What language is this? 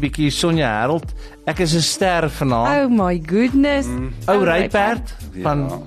Afrikaans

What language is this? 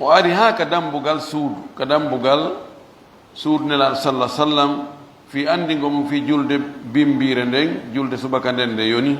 Pular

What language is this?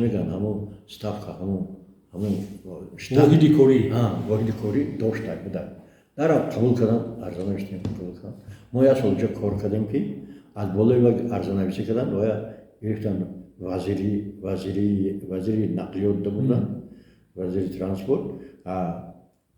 Tajik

